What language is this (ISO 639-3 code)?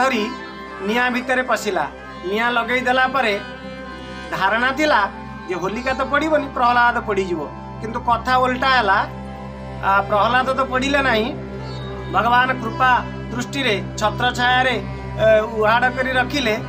ori